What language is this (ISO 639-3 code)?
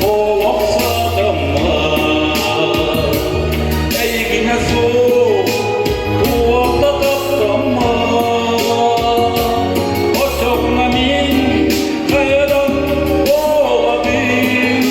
sah